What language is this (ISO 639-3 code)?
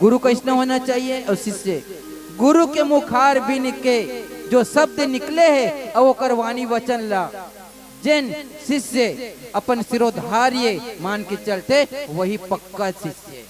hne